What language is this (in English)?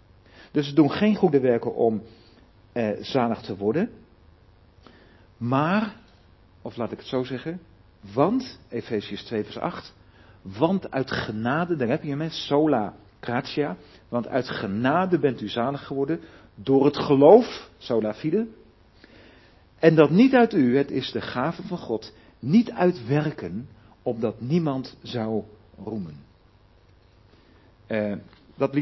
Dutch